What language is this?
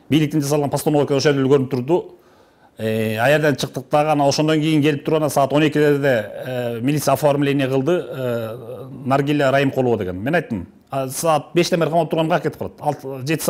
Kyrgyz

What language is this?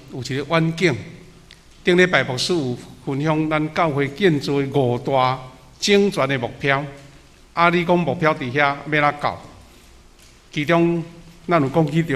Min Nan Chinese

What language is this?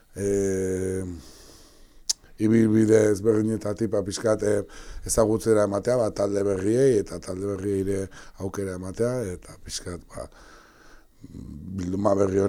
Basque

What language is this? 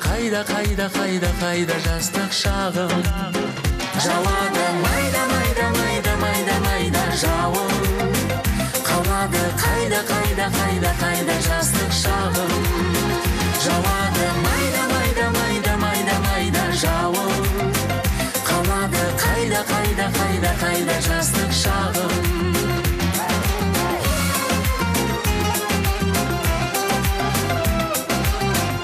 Kazakh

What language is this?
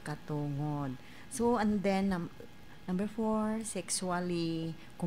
Cebuano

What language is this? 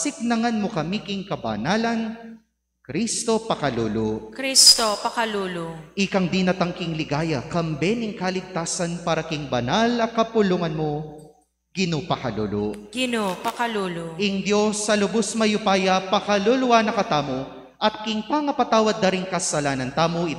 Pampanga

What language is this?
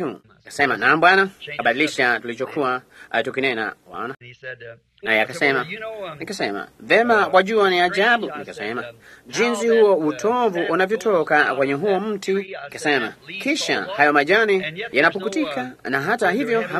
Swahili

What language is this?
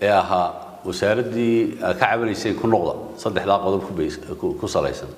Somali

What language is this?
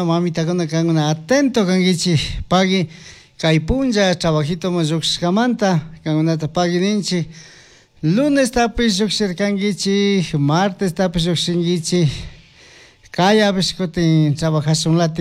Chimborazo Highland Quichua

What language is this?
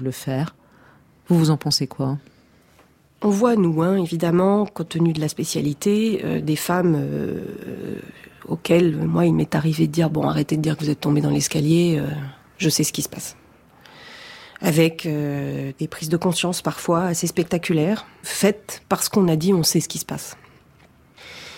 French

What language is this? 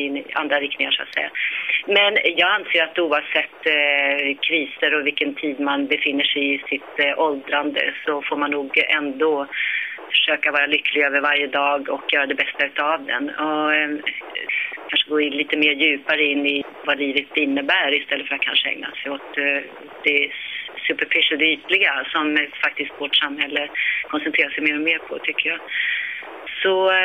Swedish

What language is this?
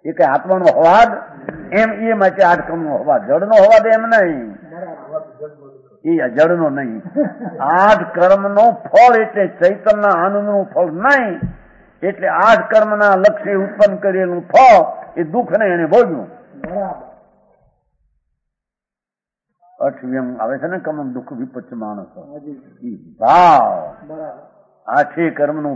Gujarati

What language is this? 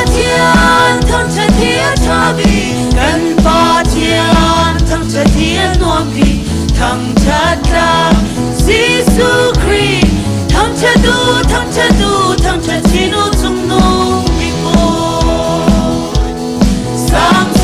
Hakha Chin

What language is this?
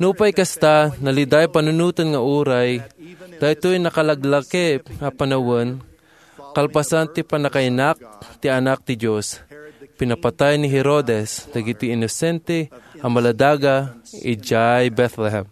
Iloko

